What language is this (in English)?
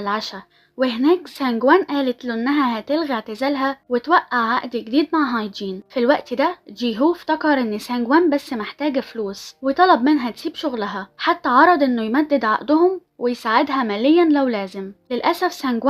Egyptian Arabic